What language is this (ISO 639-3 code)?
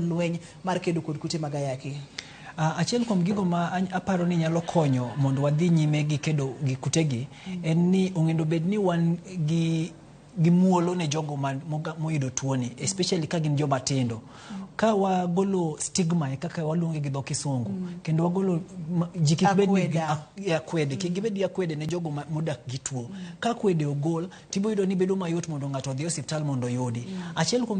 luo